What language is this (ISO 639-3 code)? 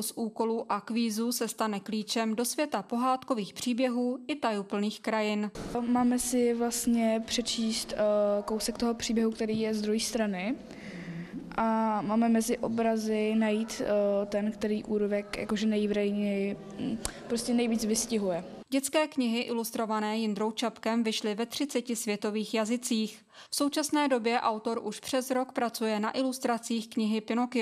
ces